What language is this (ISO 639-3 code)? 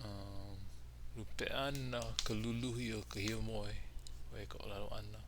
haw